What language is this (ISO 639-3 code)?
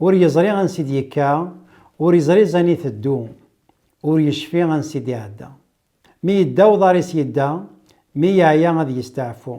kab